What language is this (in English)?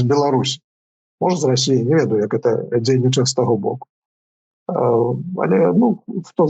Belarusian